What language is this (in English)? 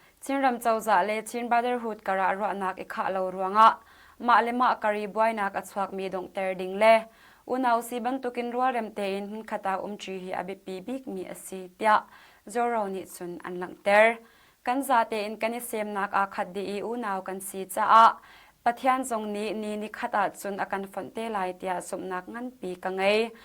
Hakha Chin